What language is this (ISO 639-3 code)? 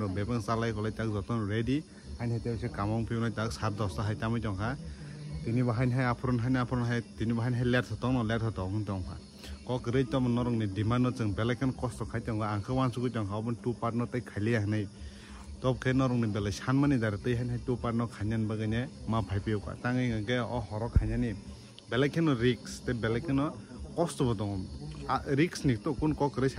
trp